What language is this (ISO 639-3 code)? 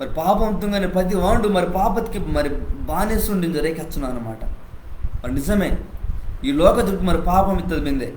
kff